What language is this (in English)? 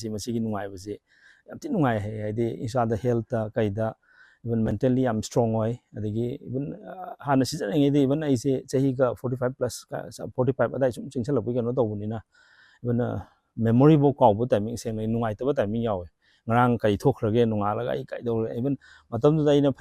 Manipuri